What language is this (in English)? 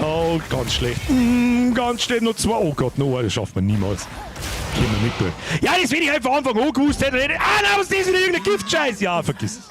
Bavarian